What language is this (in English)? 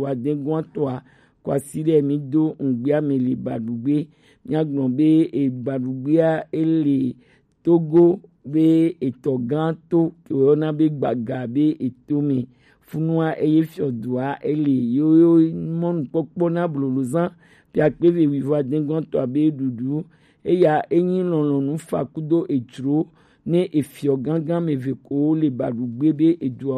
Gen